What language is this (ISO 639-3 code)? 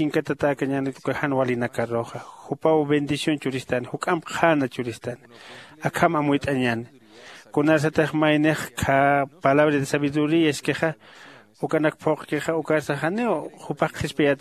aym